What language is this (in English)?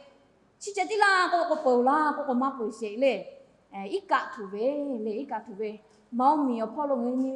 Lahu